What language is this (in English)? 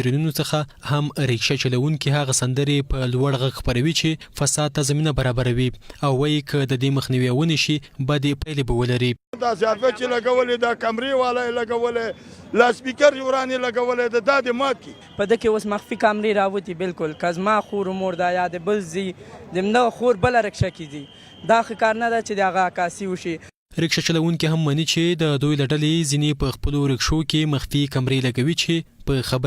Pashto